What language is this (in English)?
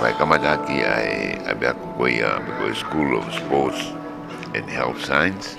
Tongan